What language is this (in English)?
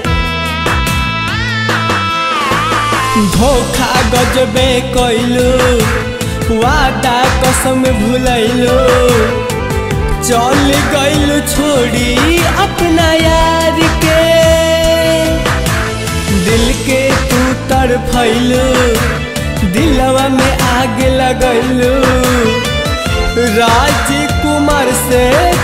Bhojpuri